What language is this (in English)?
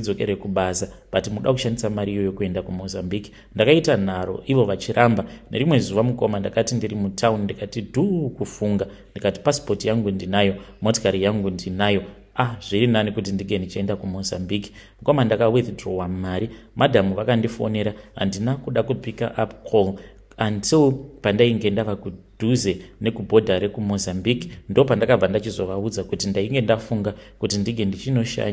Shona